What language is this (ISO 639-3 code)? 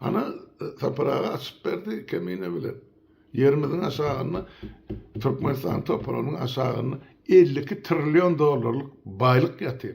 tuk